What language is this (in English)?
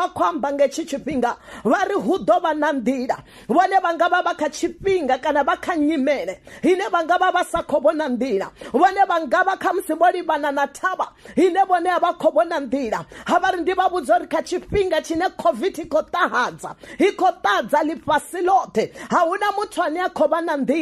Venda